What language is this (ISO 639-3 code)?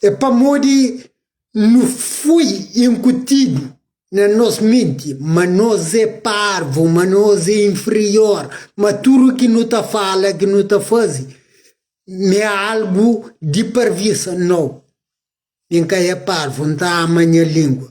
kea